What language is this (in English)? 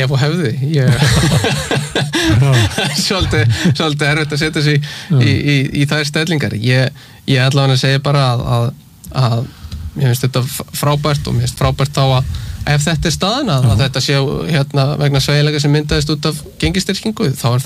Icelandic